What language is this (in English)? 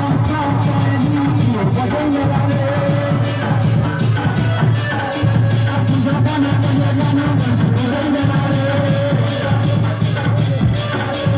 Bhojpuri